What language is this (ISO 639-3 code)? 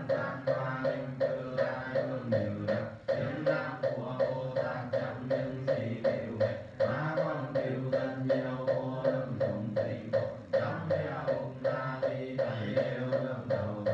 vie